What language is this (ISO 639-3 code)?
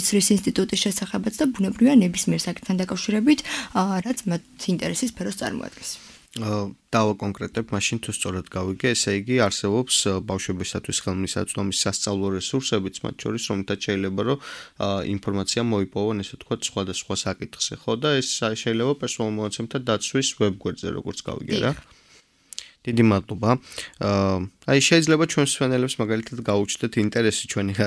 kat